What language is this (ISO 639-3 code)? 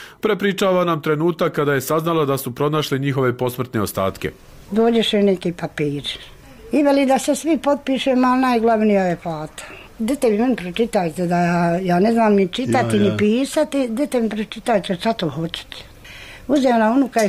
bos